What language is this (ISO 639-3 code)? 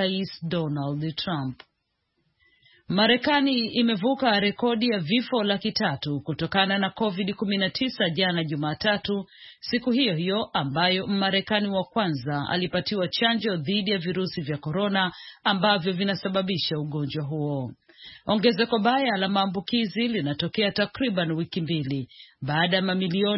swa